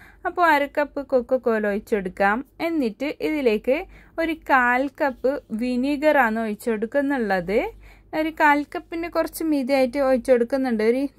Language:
Malayalam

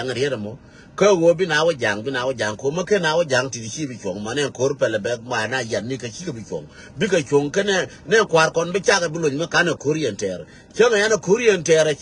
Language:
Nuer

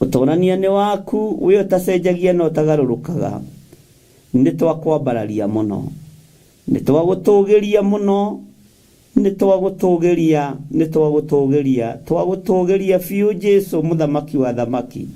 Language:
Kikuyu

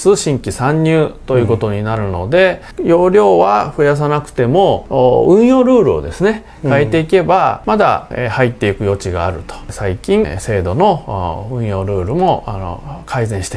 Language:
Japanese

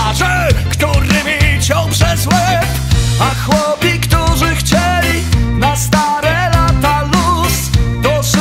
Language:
Polish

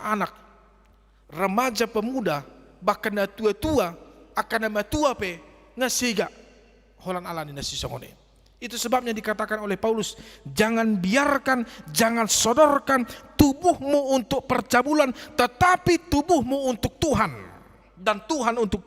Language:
Batak Toba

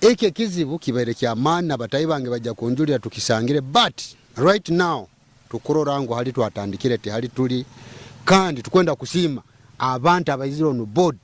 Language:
Nyoro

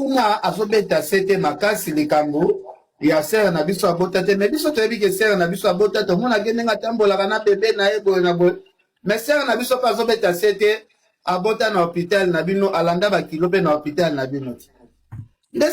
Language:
Lingala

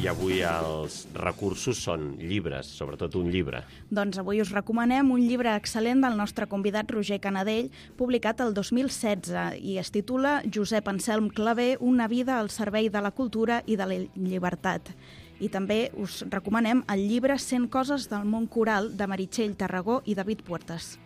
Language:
Catalan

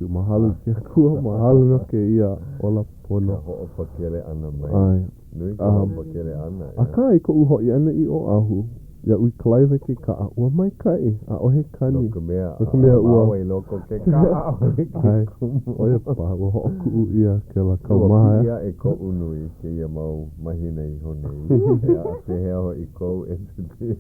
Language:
Hawaiian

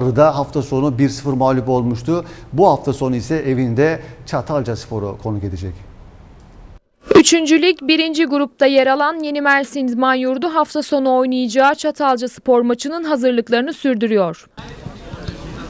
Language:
Turkish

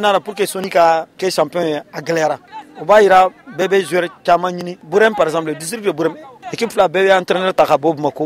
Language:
Bambara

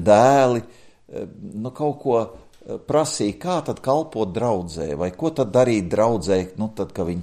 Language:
Latvian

